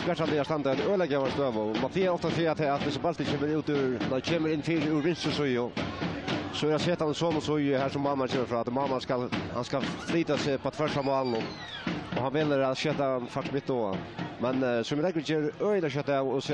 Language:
Faroese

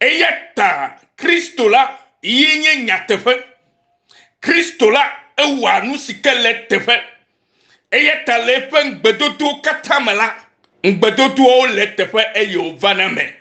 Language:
Ewe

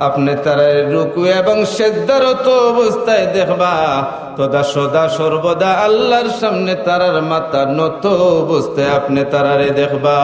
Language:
Sylheti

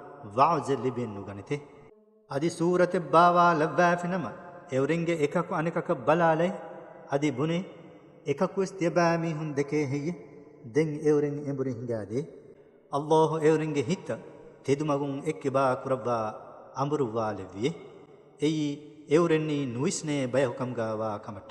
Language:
Divehi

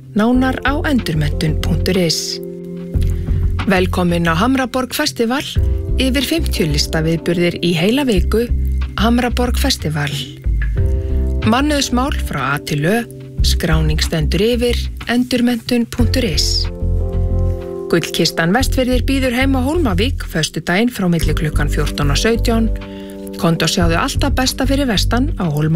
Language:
Icelandic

